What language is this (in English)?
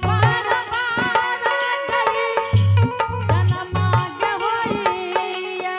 Angika